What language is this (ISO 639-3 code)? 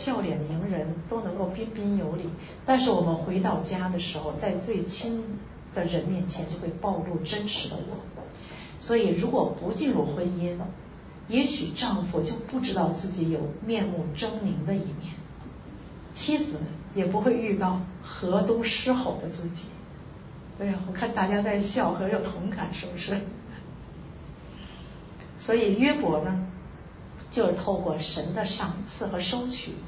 zho